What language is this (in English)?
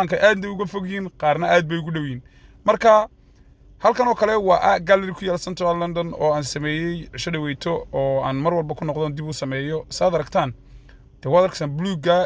Somali